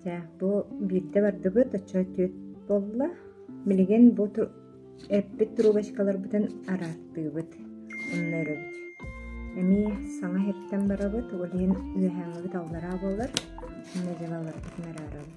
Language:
Yakut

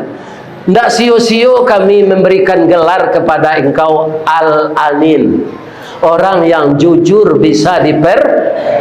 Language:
Minangkabau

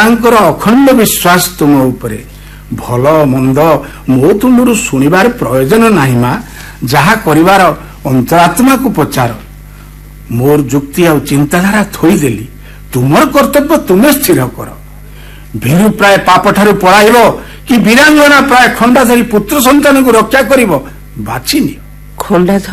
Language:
Odia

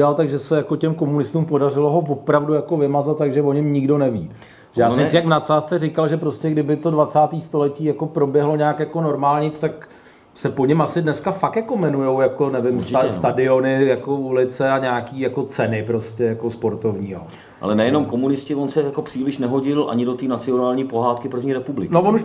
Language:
Czech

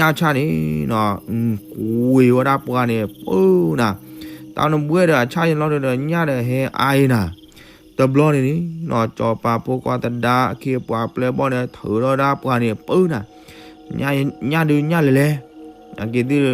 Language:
S'gaw Karen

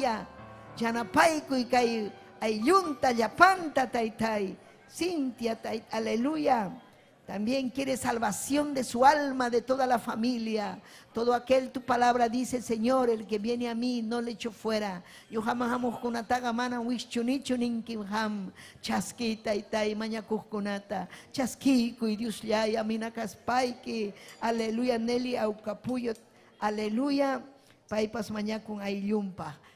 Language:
Ayacucho Quechua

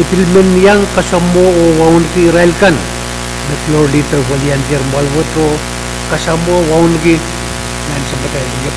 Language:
Pohnpeian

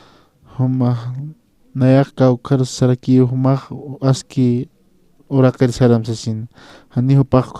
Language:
Aymara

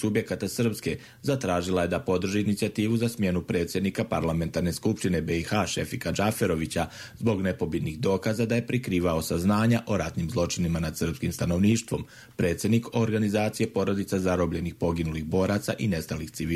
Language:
Croatian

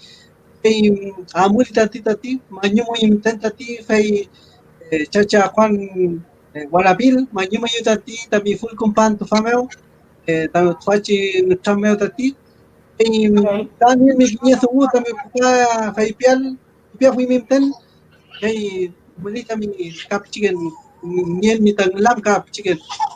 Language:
Mapuche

